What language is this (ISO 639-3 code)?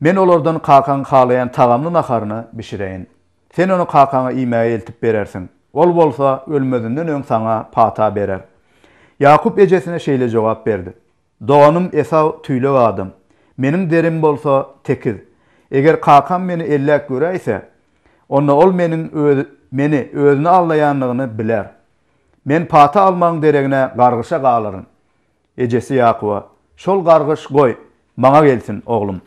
tuk